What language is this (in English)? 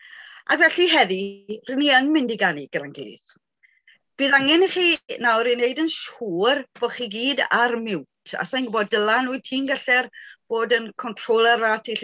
Welsh